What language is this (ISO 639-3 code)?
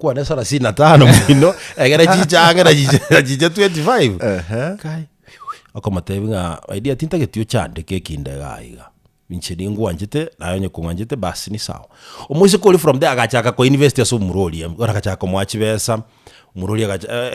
guz